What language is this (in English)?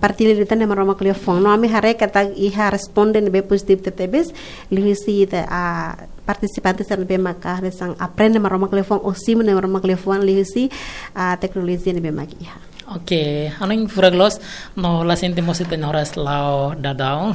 Tetum